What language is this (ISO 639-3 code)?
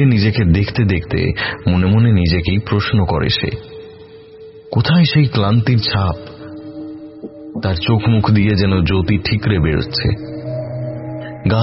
ben